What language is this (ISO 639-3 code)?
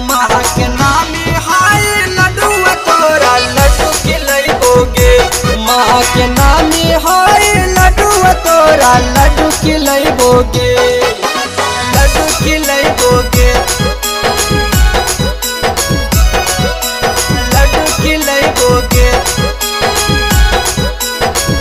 bho